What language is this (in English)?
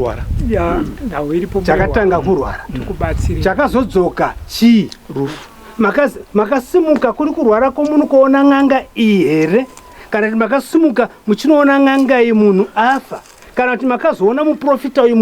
Shona